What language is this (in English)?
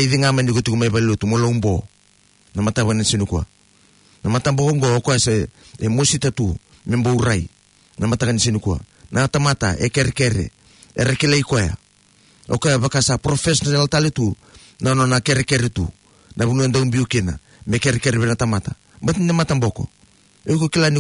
Fijian